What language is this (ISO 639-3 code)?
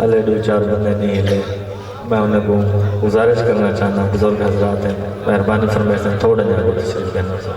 skr